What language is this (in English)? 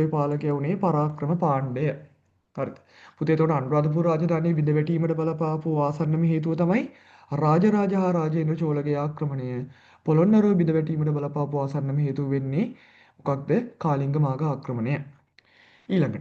Sinhala